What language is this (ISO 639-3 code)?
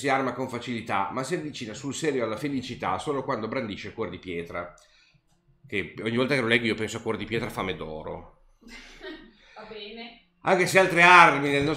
ita